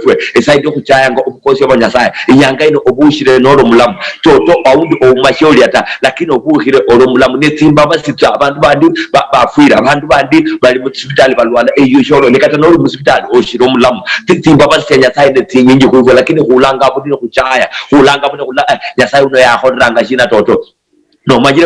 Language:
Luyia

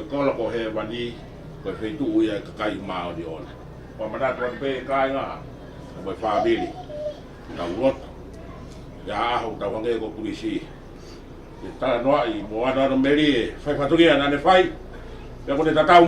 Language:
Tongan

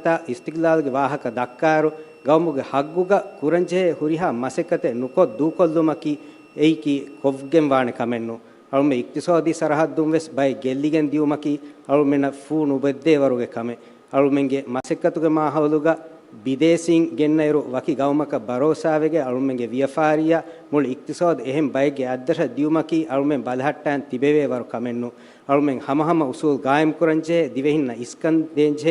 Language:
Divehi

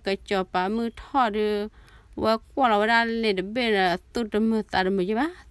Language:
S'gaw Karen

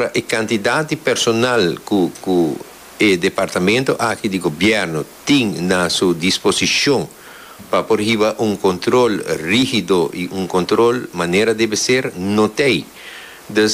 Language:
Papiamento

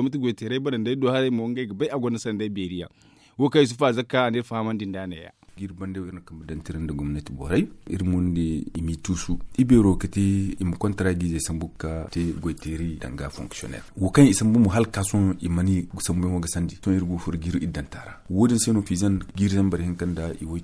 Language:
Zarma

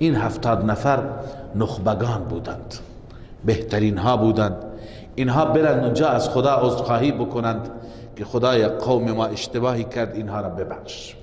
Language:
Persian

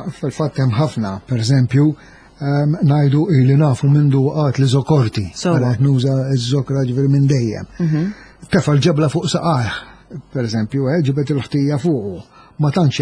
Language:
Maltese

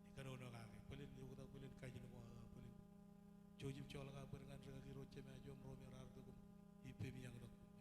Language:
Marshallese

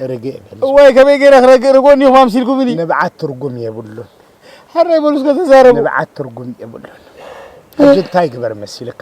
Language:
Tigrinya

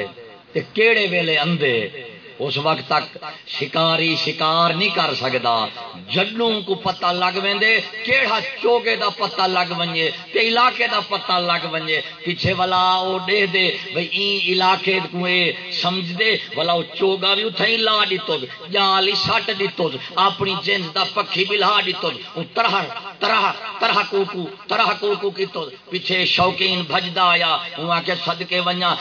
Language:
Saraiki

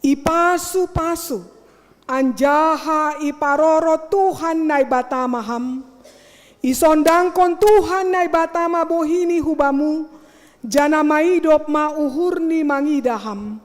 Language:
Batak Simalungun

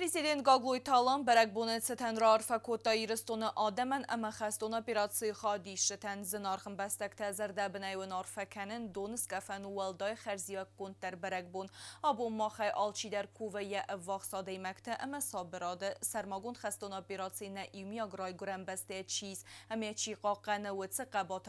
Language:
Ossetic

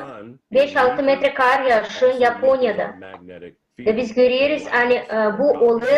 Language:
Gagauz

